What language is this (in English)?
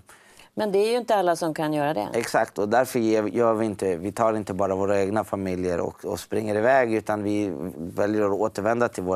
Swedish